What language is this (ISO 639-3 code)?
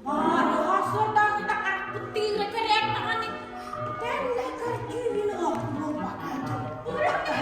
sah